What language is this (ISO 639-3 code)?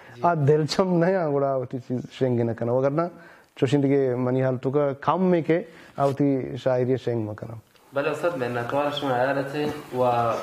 bal